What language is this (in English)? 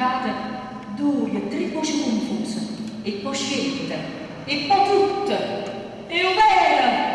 Neapolitan